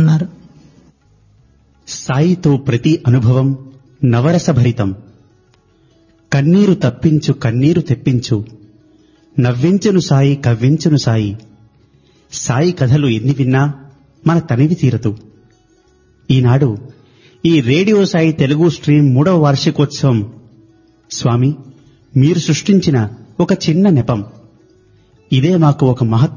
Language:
Telugu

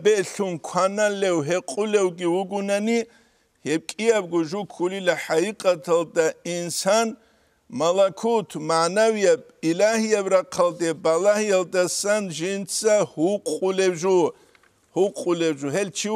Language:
Avaric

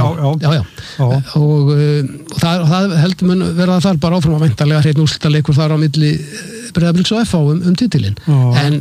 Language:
Icelandic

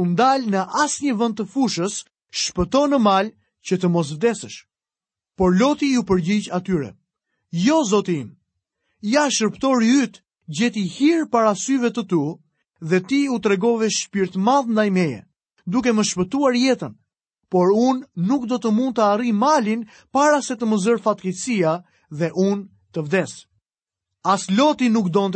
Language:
Albanian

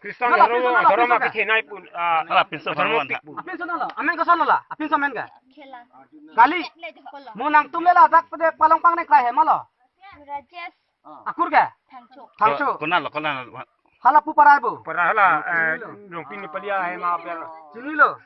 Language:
Karbi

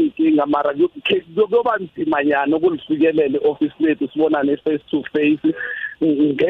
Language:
South Ndebele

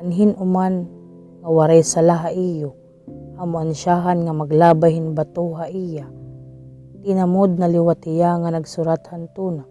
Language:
Waray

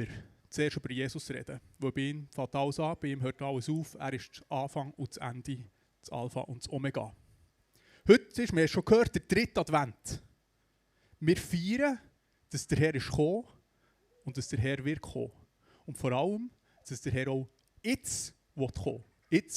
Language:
Swiss German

